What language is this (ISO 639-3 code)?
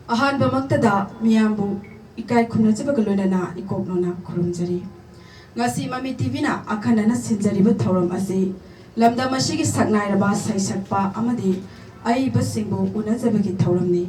mni